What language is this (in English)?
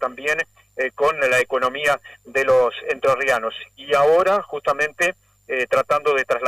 Spanish